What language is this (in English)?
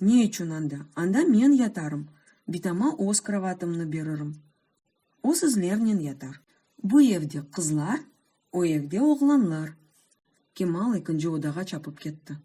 Crimean Tatar